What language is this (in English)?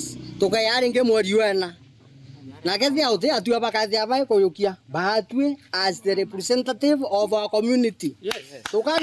Meru